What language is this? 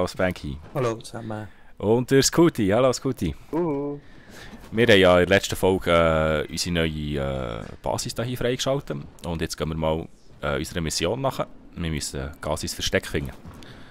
Swiss German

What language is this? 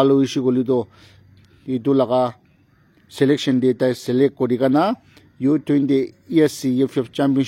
Naga Pidgin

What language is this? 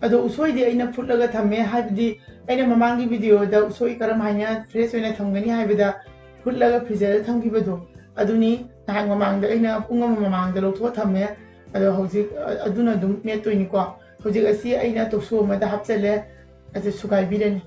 Manipuri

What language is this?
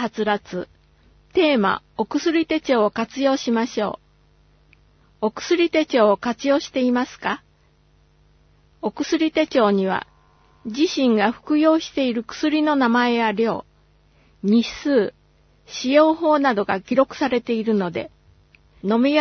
Japanese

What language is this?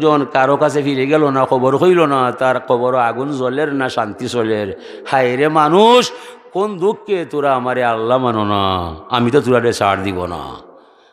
Sylheti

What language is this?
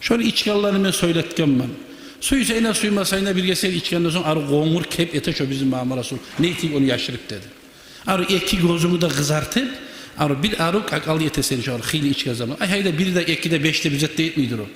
Kumyk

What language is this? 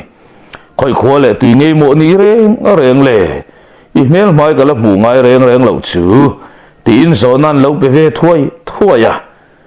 Mizo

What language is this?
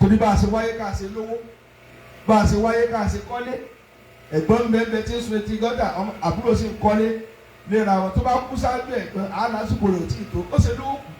Yoruba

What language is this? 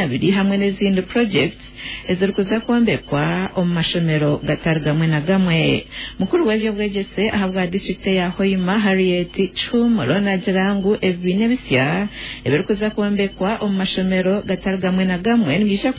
Nyoro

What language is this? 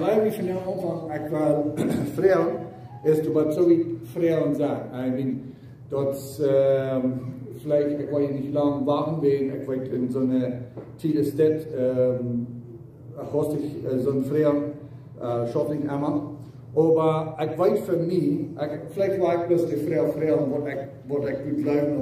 Plautdietsch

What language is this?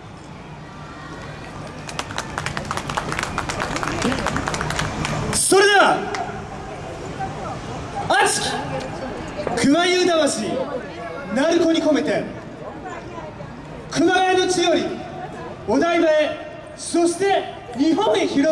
Japanese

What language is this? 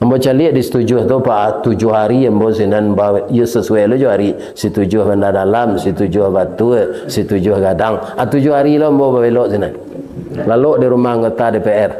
Minangkabau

